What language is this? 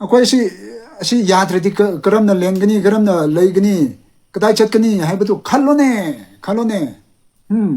Manipuri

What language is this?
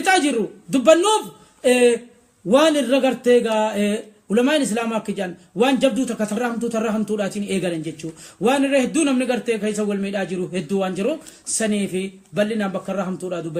Oromo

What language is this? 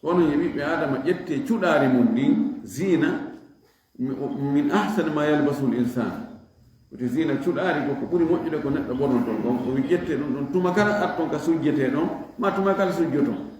Fula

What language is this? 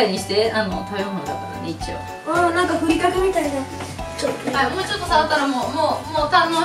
Japanese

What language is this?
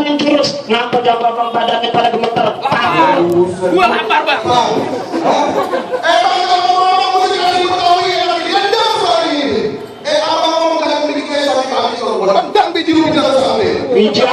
Betawi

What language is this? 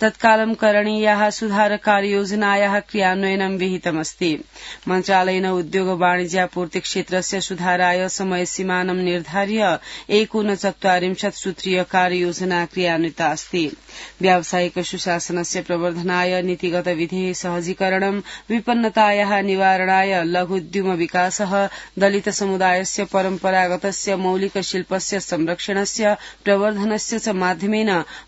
Sanskrit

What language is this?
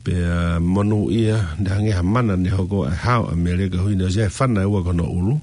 Tongan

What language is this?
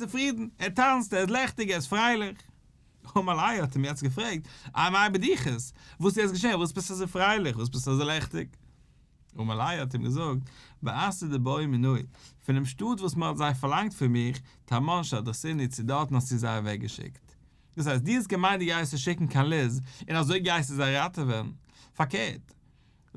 Yiddish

